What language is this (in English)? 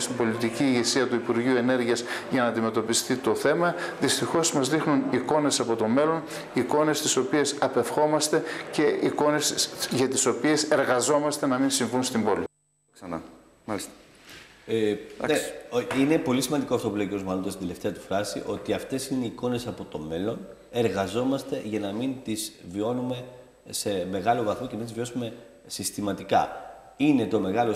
Greek